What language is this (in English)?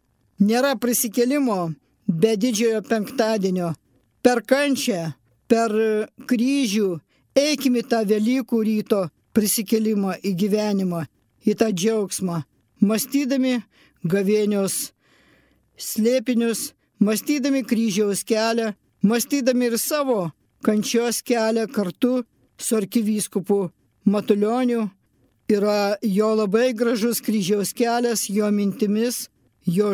Lithuanian